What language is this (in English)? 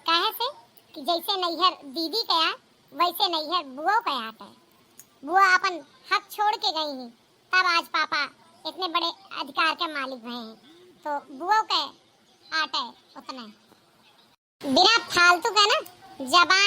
Awadhi